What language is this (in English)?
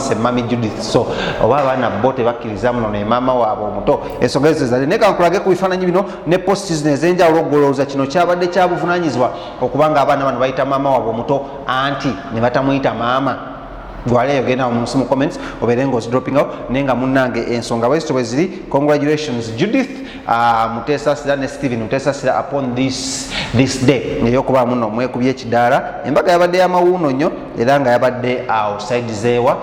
Ganda